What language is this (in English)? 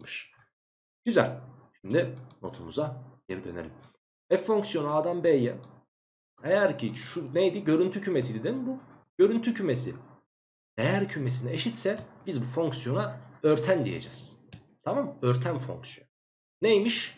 Turkish